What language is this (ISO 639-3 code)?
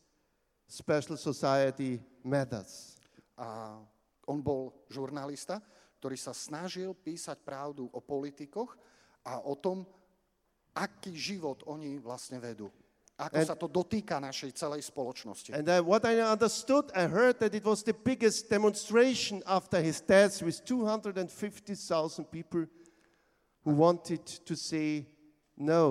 slk